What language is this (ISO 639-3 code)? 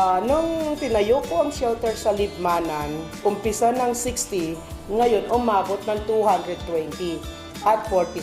bik